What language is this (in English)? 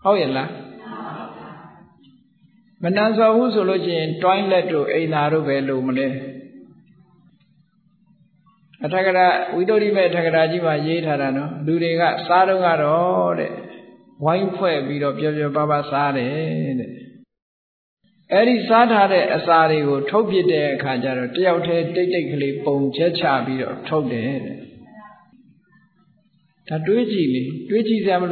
Burmese